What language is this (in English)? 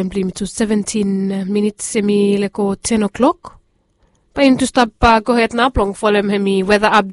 Bislama